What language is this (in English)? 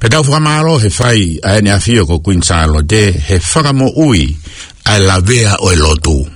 Tongan